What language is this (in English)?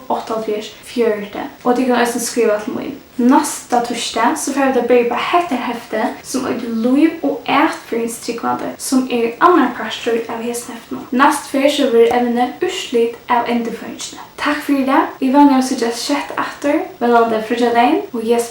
Faroese